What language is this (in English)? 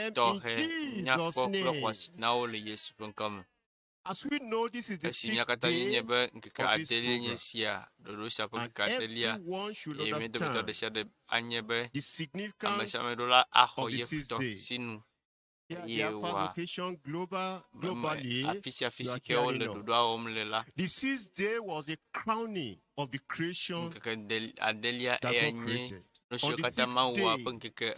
Ewe